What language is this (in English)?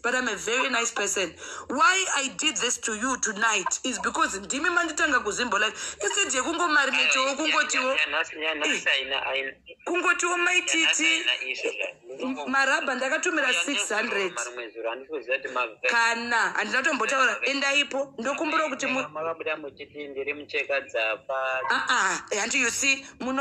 Shona